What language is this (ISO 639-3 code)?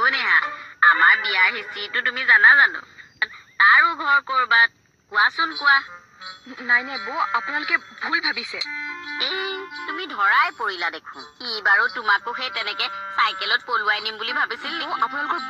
asm